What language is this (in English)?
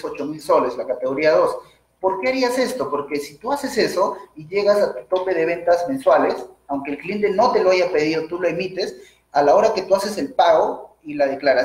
Spanish